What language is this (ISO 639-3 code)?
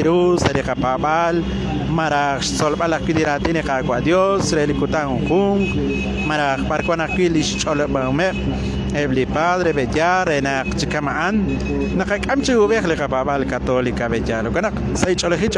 kek